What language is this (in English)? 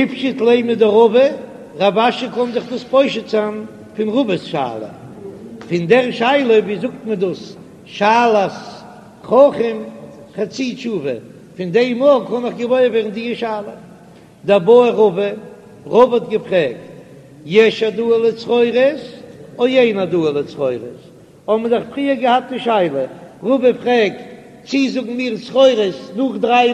Yiddish